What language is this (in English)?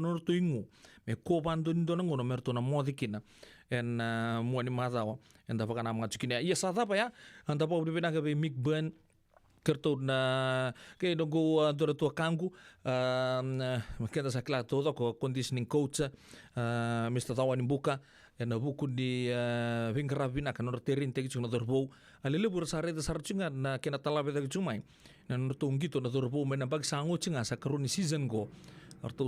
Fijian